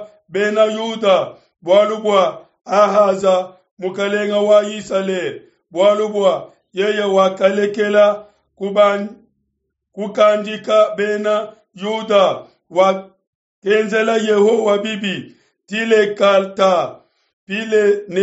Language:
Luba-Lulua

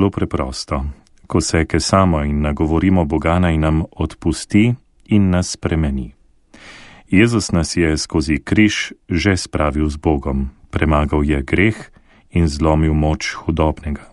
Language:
Slovenian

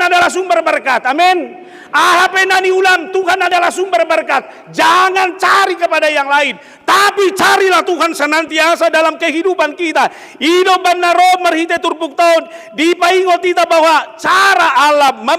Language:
Batak Toba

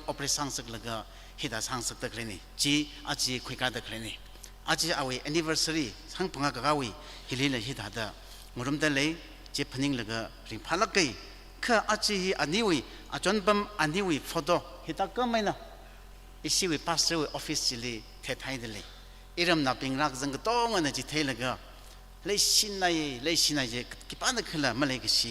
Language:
Tangkhul Naga (India)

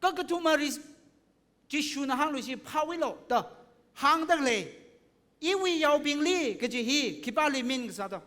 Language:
Tangkhul Naga (India)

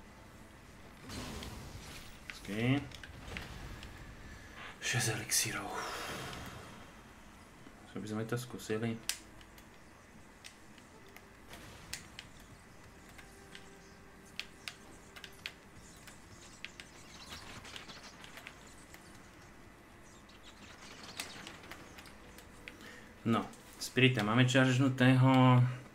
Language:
Slovak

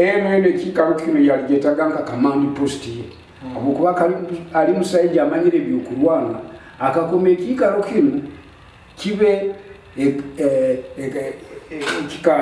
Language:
Nyoro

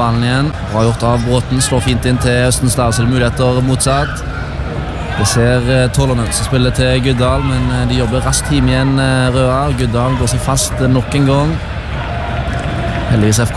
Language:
Norwegian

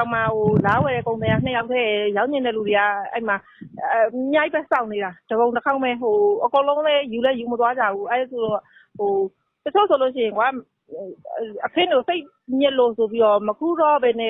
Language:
Burmese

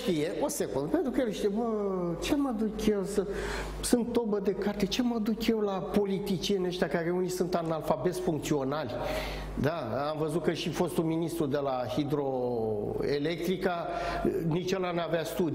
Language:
Romanian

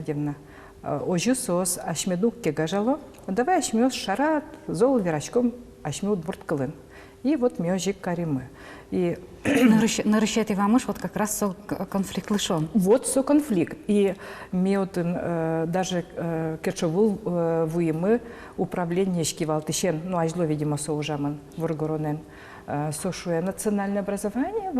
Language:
Udmurt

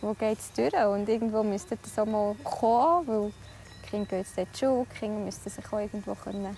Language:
Swiss German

